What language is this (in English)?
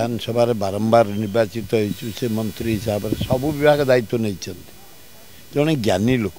Odia